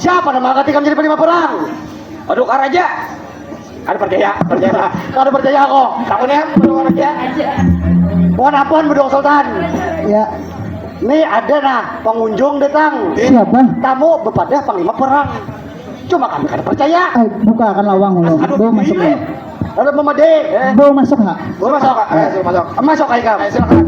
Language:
Banjar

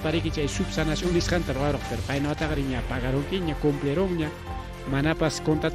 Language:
Ayacucho Quechua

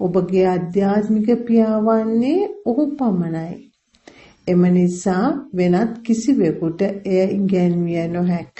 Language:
Sinhala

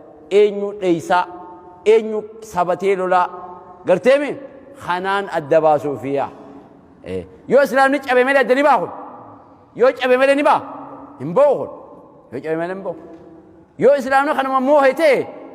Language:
Oromo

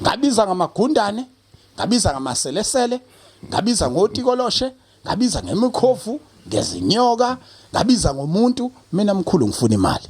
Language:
Zulu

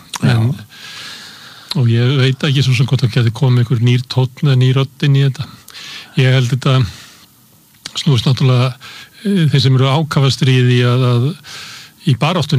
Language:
Icelandic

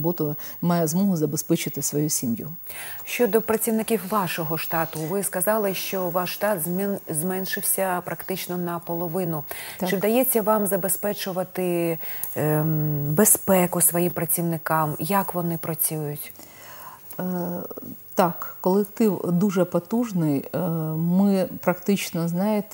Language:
Ukrainian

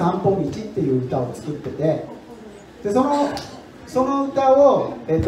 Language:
Japanese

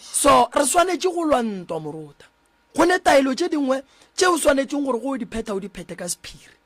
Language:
Northern Sotho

